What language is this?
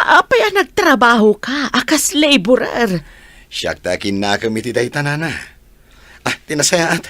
Iloko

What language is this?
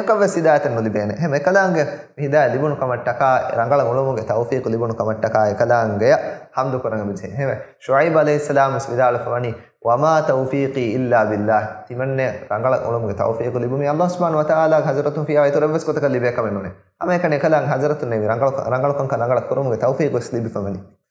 Divehi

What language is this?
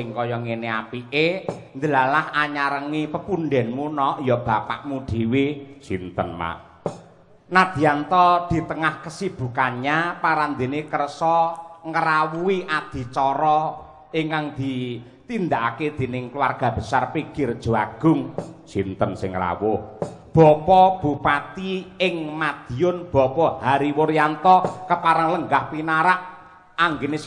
Javanese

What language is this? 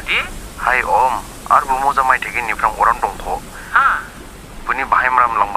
Dimasa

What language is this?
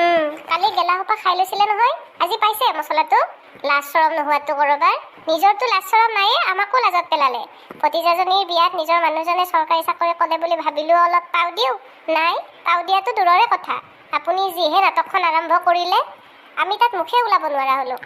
Assamese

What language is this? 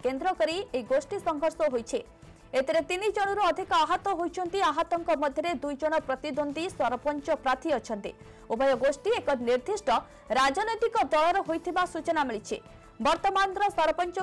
Odia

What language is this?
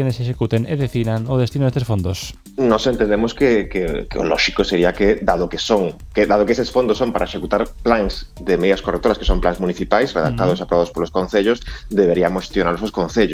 Galician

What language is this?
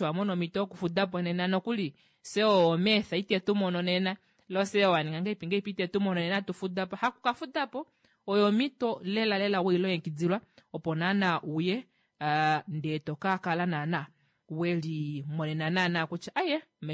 Kuanyama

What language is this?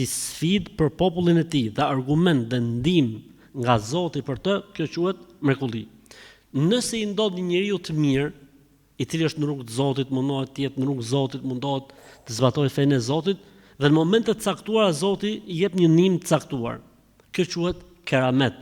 Albanian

